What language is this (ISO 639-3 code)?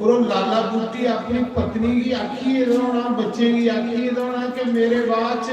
doi